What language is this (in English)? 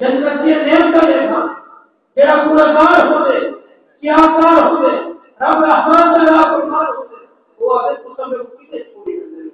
Saraiki